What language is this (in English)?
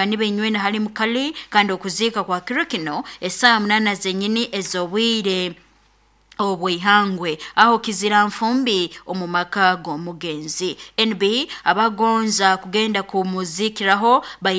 Nyoro